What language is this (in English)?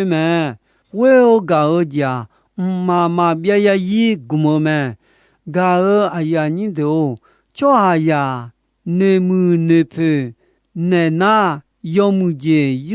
Akha